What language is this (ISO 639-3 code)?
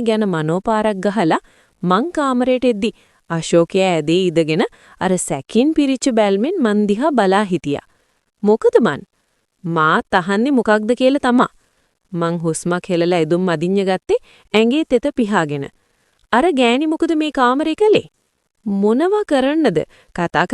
sin